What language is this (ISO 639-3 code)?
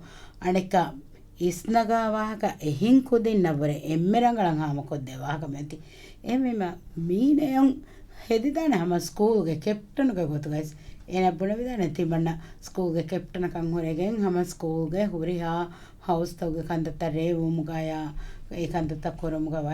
div